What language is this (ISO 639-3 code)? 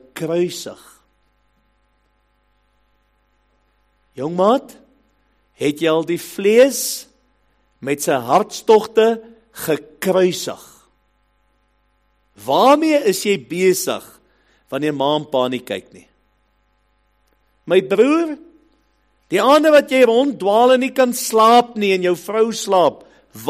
afr